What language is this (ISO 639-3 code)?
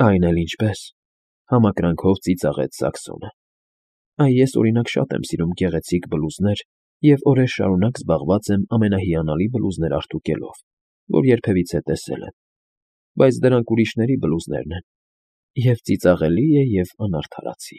hye